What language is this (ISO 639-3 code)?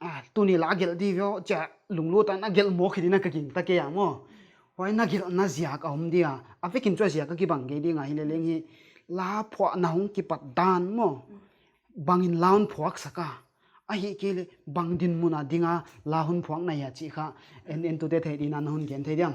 pck